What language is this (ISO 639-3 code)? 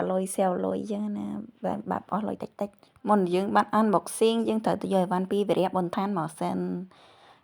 khm